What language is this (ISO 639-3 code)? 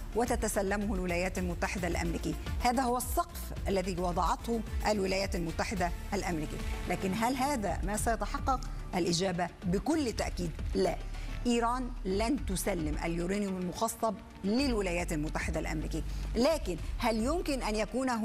ara